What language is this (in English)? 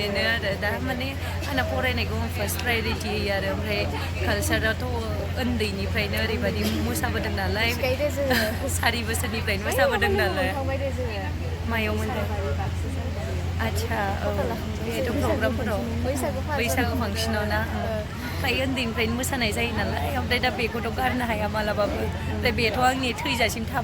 Bodo